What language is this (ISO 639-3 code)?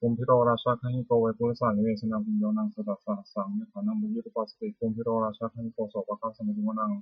pli